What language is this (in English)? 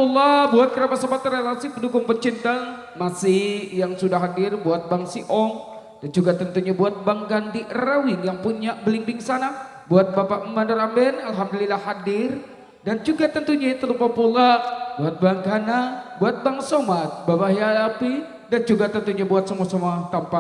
Betawi